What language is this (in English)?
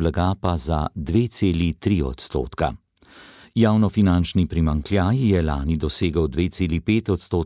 Slovenian